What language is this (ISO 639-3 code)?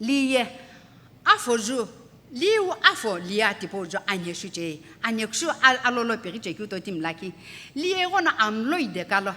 nsm